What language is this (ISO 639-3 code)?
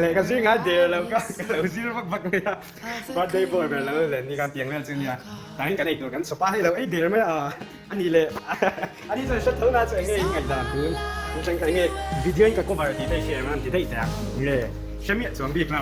lus